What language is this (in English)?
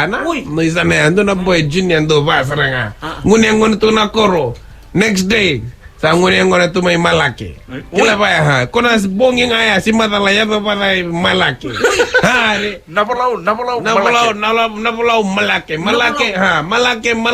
Fijian